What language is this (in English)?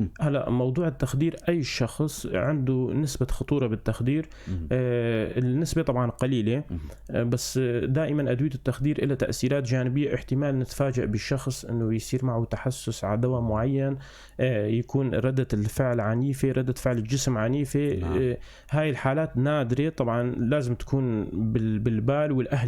North Levantine Arabic